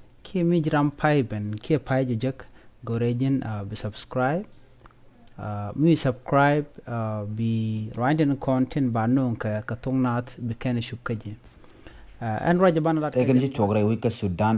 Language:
Nuer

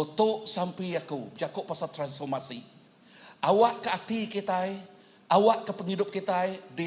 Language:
Iban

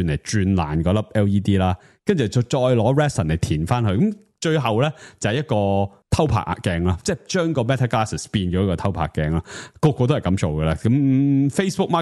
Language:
Cantonese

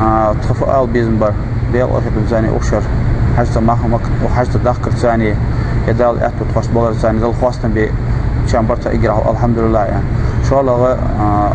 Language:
Ingush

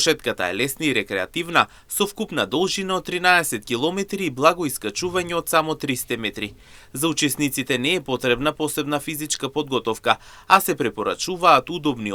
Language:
Macedonian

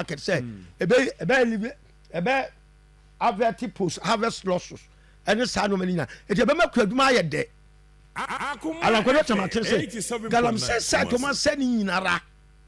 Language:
Akan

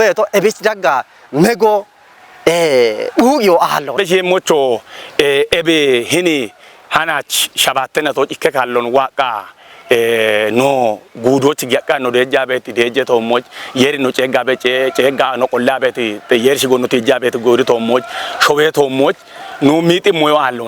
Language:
Kafa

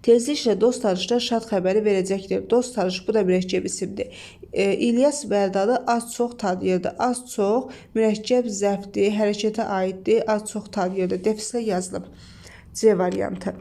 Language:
Azerbaijani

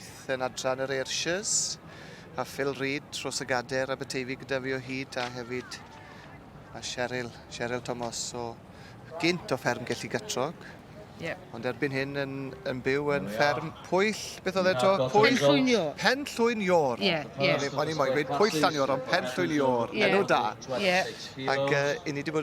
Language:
Welsh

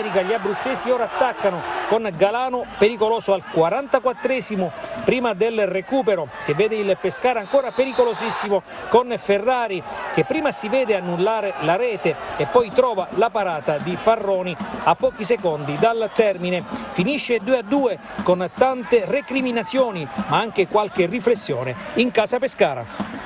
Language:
Italian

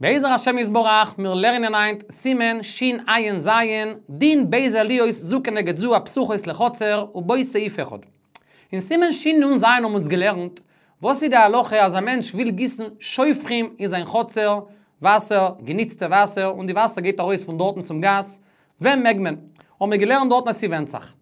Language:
Yiddish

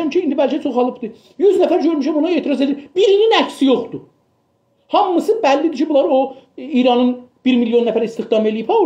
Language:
South Azerbaijani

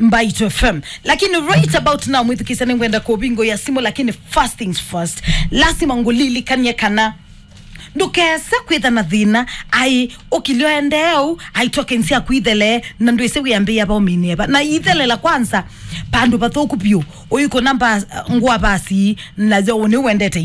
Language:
Kamba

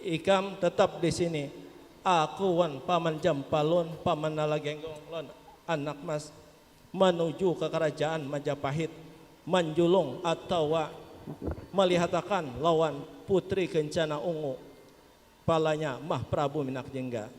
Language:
Banjar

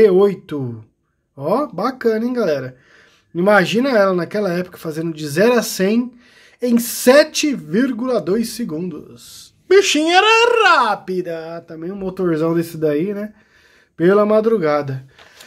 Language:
Portuguese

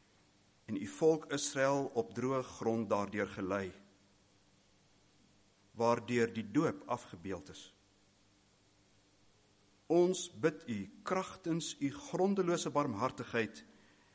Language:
Afrikaans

